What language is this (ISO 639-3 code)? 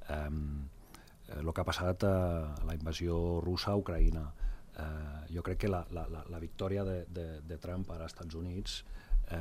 cat